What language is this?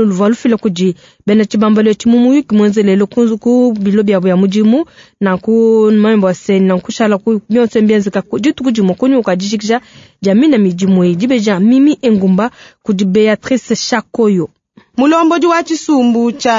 Luba-Lulua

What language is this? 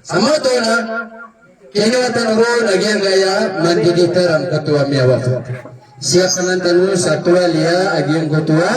Maranao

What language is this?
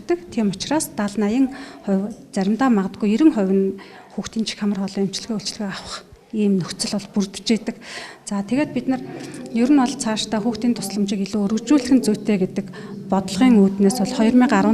Mongolian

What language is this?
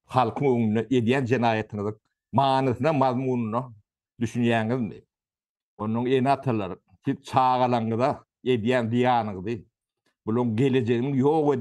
Turkmen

